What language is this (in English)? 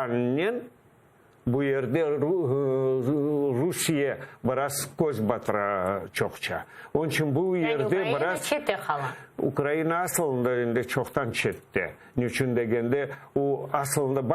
Crimean Tatar